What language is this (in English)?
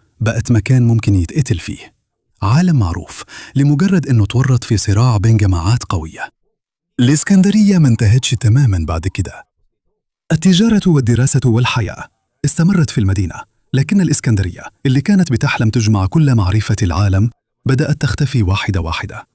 Egyptian Arabic